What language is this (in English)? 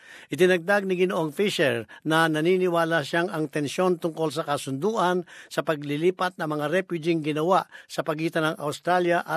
Filipino